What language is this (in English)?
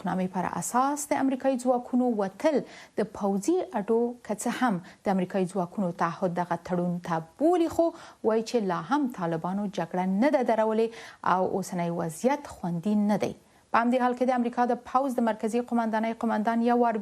Pashto